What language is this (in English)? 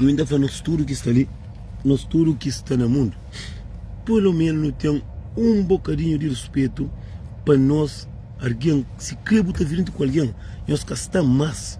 Kabuverdianu